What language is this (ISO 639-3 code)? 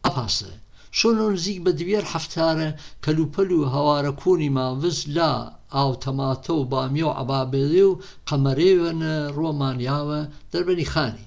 hac